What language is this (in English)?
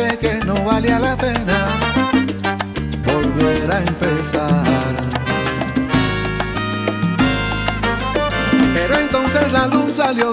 Spanish